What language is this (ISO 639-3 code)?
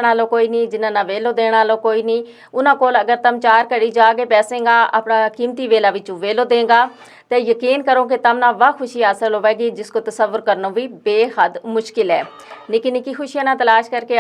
gju